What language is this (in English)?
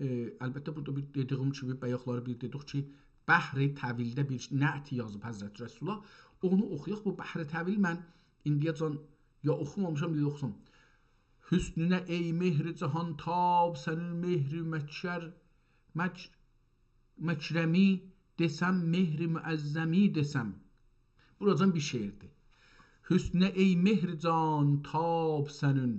South Azerbaijani